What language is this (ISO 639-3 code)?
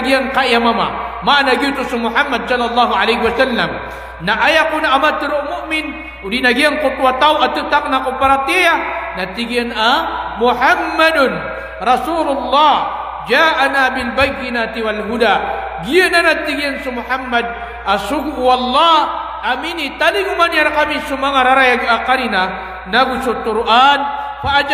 mrw